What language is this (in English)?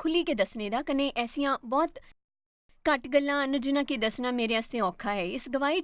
Dogri